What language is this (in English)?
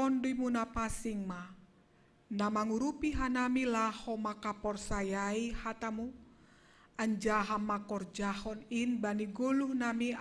Batak Simalungun